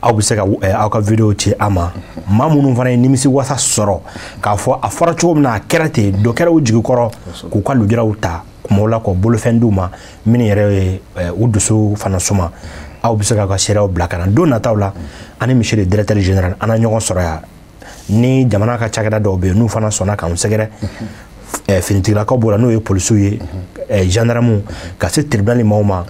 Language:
Bambara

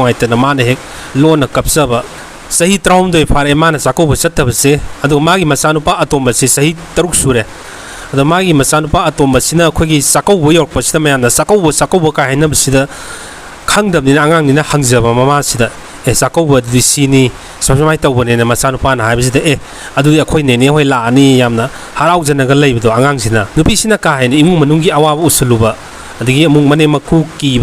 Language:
Manipuri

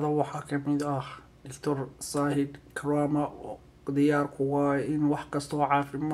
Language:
Somali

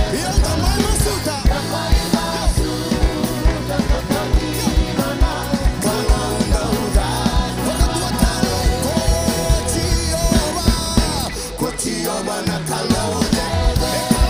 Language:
Fijian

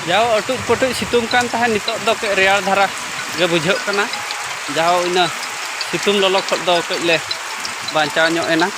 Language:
Santali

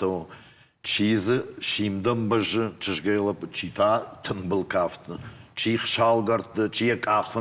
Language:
Ossetic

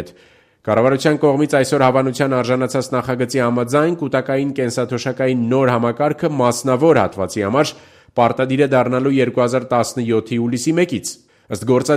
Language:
Armenian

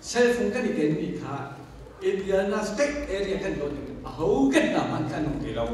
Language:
Hakha Chin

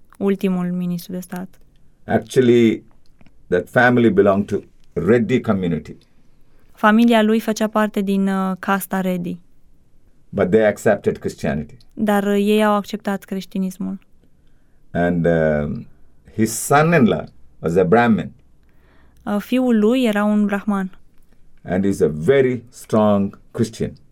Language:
Romanian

